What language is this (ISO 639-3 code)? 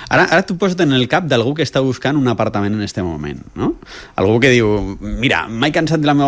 cat